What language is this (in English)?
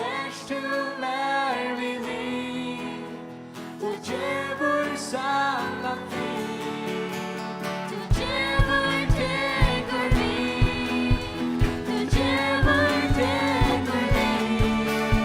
Faroese